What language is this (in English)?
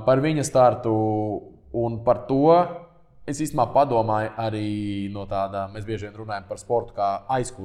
Latvian